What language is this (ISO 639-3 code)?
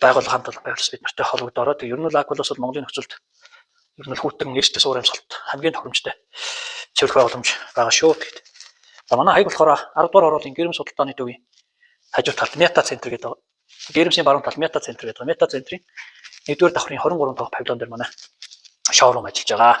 mon